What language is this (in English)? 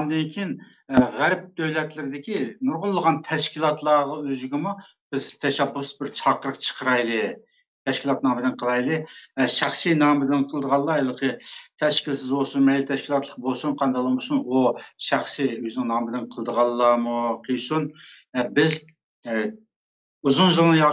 Uyghur